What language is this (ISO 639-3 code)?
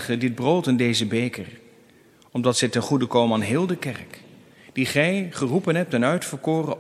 nld